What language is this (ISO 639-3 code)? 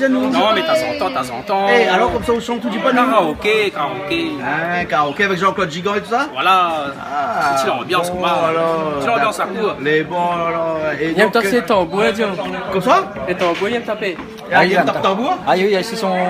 rcf